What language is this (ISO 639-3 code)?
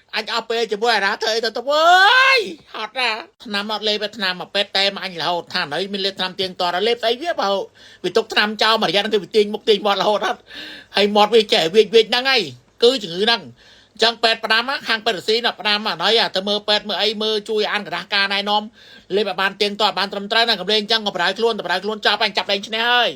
khm